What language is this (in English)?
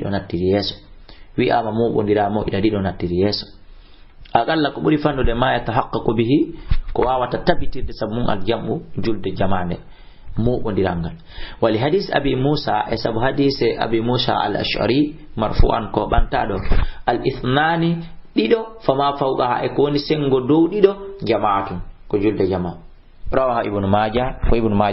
Fula